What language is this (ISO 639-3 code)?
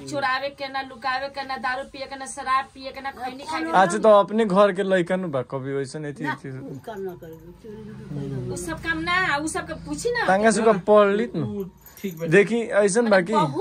bho